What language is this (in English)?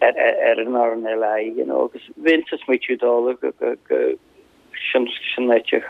Irish